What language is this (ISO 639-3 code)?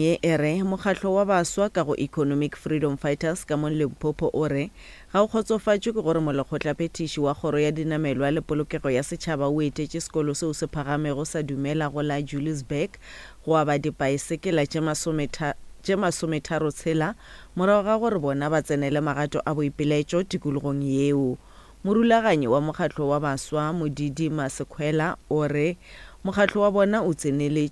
nso